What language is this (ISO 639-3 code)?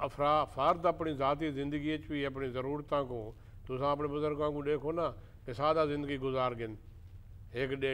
skr